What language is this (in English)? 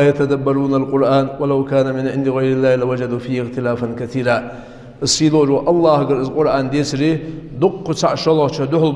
Ingush